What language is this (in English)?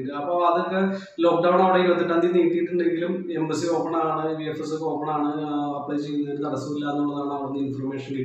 Malayalam